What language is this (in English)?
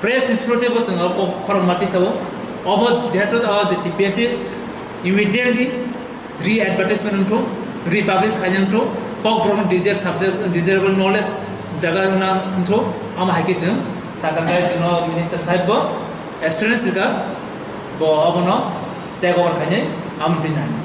Kok Borok